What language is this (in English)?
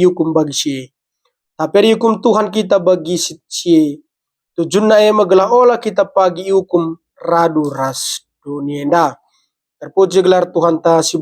Batak Karo